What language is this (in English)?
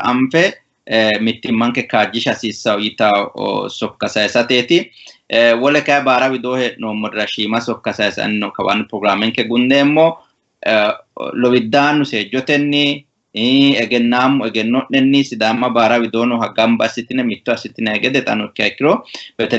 Sidamo